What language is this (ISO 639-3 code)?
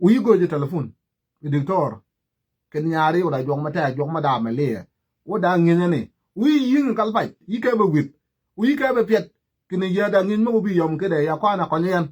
nus